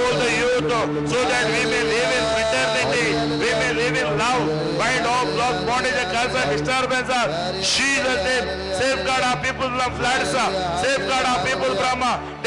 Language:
Konkani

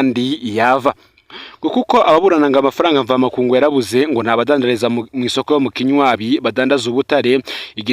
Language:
Rundi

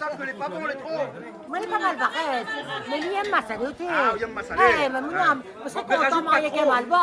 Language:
Réunion Creole French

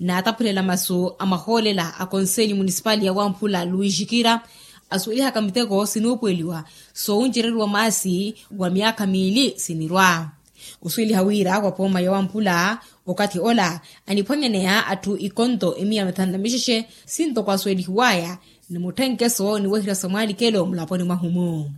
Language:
Makhuwa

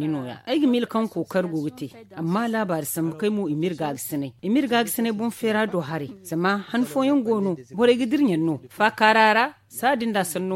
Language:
Zarma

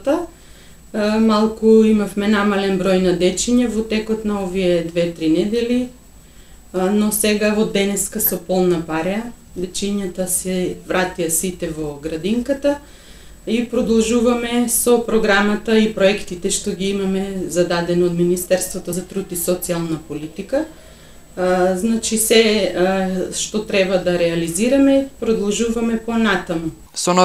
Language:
Macedonian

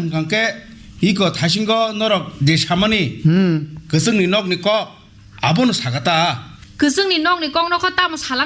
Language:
Kok Borok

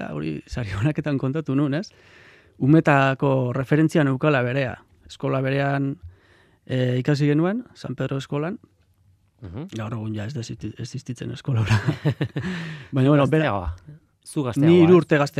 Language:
Basque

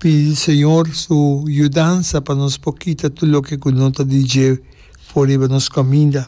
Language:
Papiamento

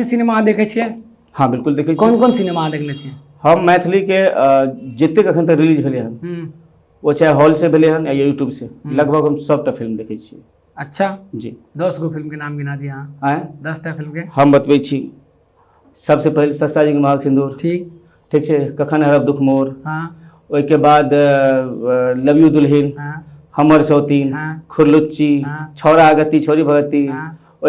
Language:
Maithili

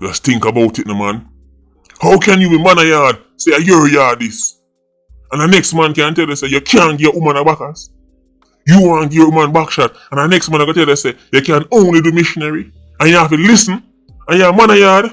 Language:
Jamaican Creole English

